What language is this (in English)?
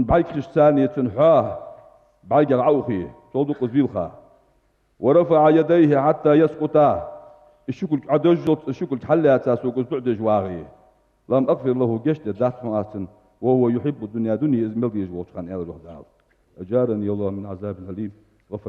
Ingush